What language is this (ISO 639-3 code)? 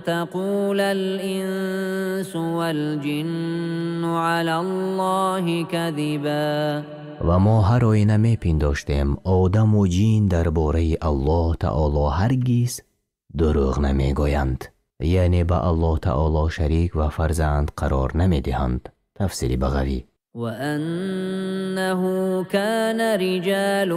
tgk